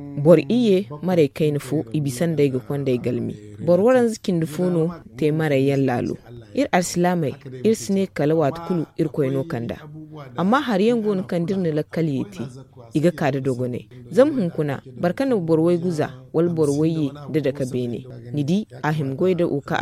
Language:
Zarma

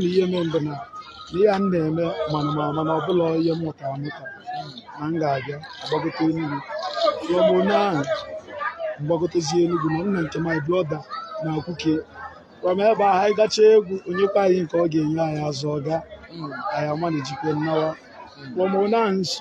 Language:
Igbo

